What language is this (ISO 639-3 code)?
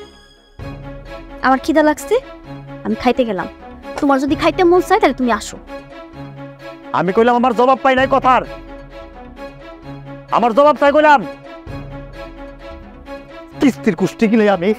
ben